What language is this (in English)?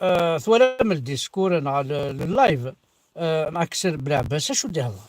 Kabyle